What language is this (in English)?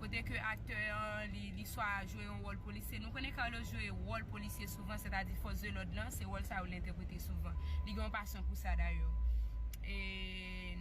Haitian Creole